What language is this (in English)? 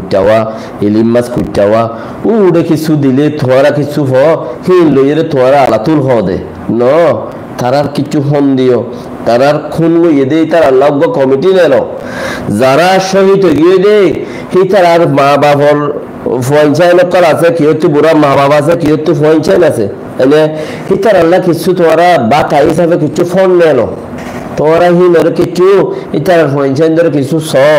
Rohingya